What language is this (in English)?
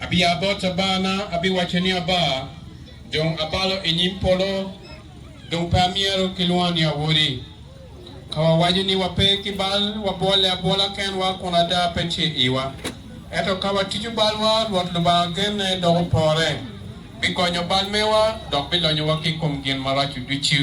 Acoli